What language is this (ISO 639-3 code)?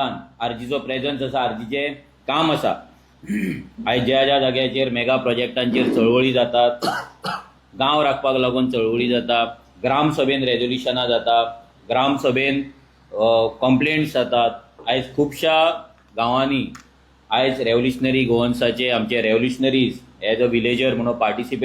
kok